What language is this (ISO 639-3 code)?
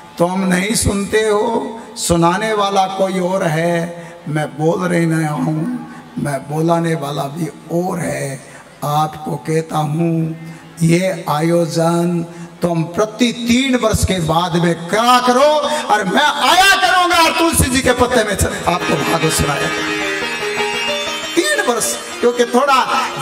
hin